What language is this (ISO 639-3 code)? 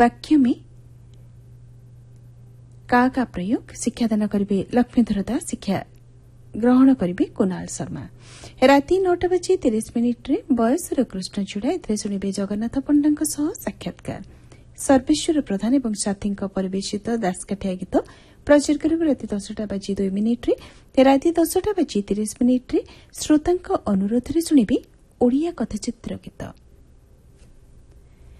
ori